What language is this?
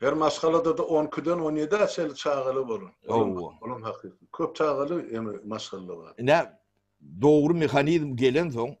Turkmen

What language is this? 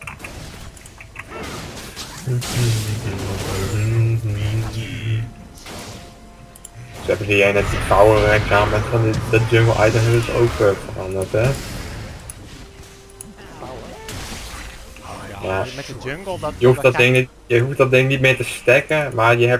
Dutch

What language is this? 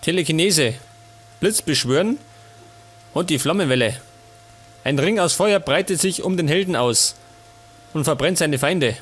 Bavarian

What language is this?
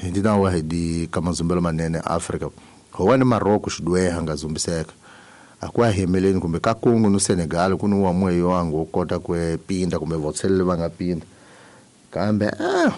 Tsonga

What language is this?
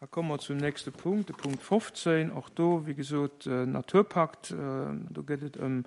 Luxembourgish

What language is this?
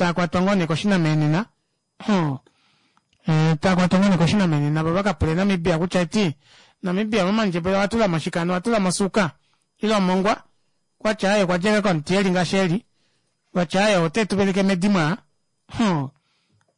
Kuanyama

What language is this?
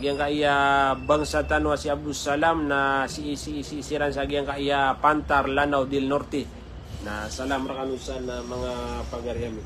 Maranao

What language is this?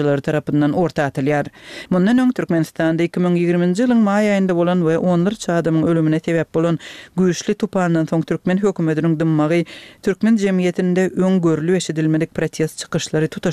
Turkmen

